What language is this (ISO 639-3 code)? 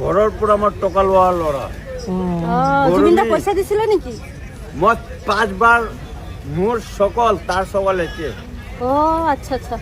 asm